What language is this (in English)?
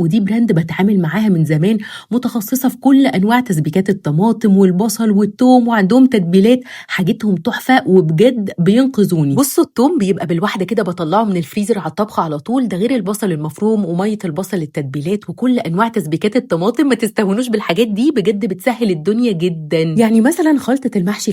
Egyptian Arabic